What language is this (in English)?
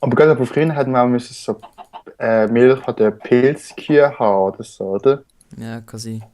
Swiss German